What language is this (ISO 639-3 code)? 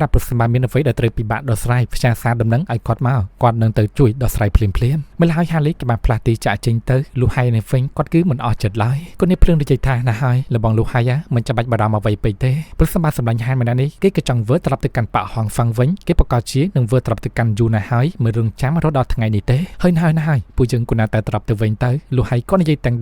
khm